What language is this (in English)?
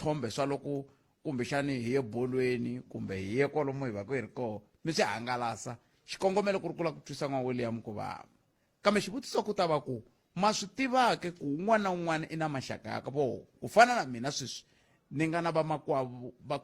Tsonga